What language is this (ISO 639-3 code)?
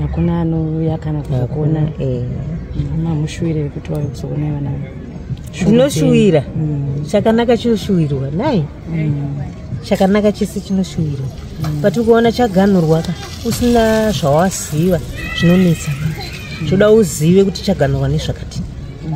sna